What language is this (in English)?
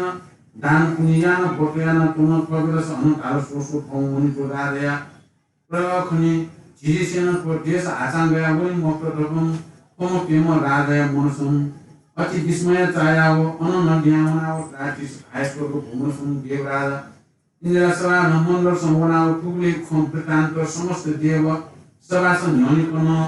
Newari